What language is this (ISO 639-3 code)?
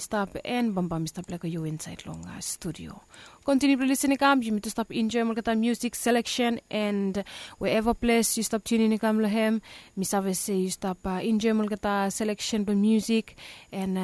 bis